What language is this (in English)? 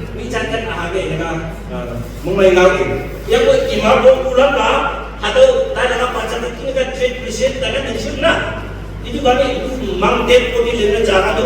Naga Pidgin